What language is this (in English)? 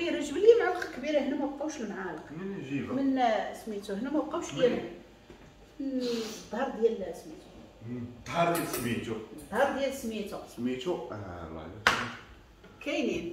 Moroccan Arabic